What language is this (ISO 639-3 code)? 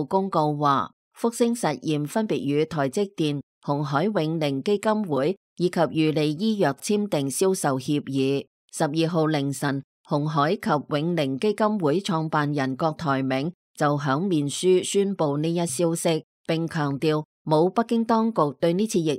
yue